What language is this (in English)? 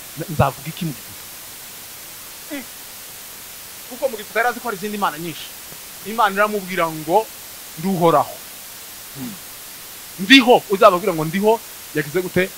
Kinyarwanda